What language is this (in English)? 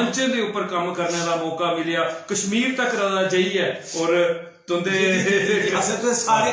Dogri